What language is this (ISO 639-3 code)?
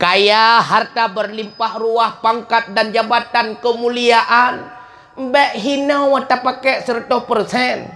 ace